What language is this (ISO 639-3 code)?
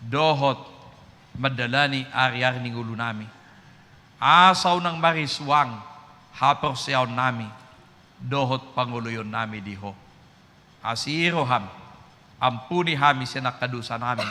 bbc